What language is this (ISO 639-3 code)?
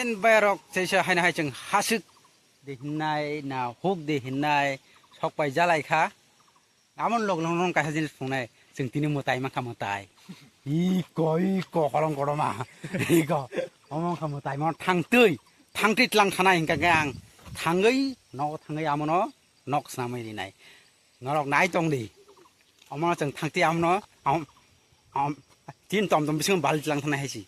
trp